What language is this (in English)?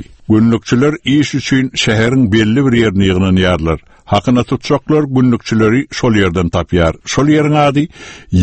Turkmen